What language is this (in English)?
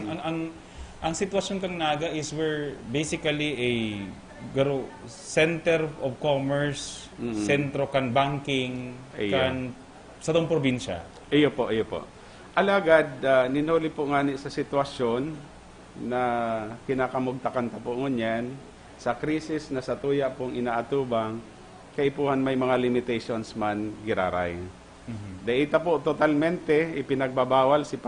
Bikol